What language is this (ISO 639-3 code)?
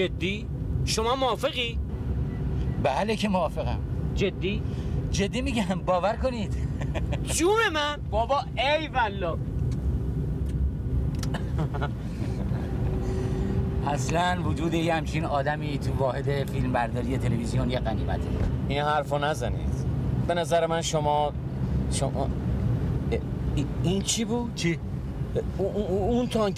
fas